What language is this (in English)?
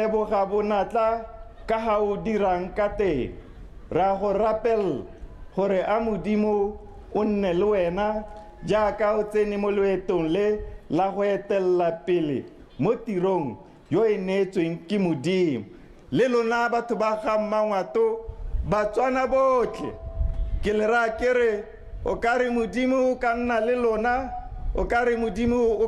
Tswana